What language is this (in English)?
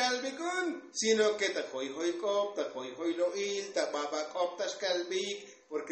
Tzotzil